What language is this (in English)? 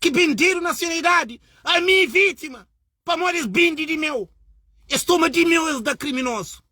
Kabuverdianu